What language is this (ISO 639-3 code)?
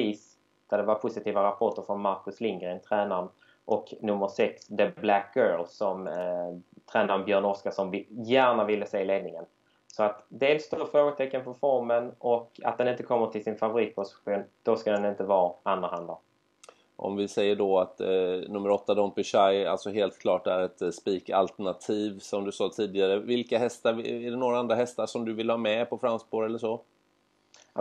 swe